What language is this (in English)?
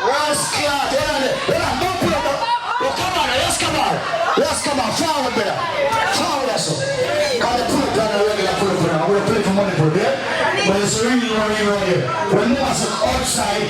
Jamaican Creole English